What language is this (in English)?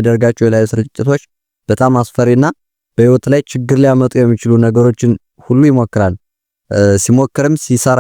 Amharic